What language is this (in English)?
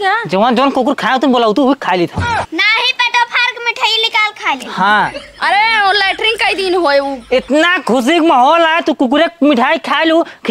Awadhi